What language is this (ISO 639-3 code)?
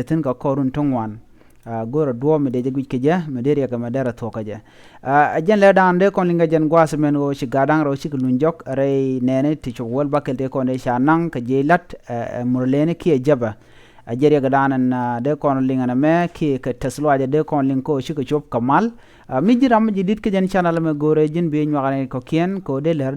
nus